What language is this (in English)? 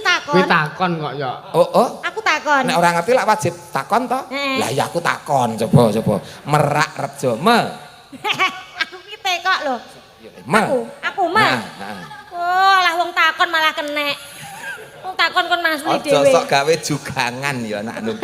Javanese